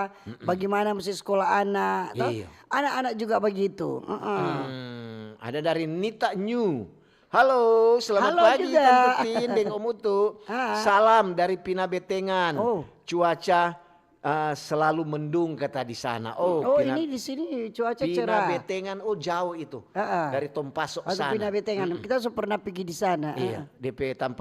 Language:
Manado Malay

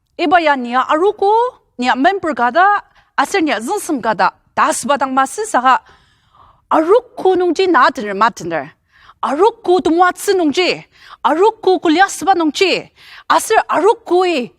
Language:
Ao Naga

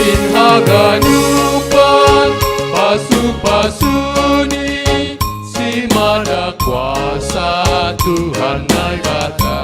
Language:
Batak Simalungun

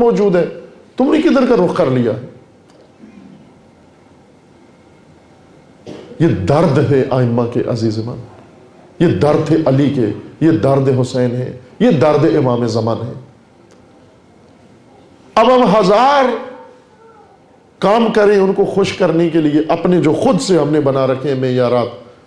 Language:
Urdu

